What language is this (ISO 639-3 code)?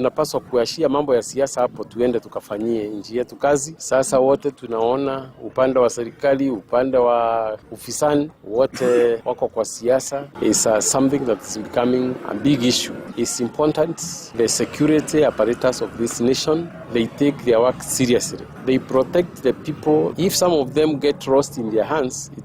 luo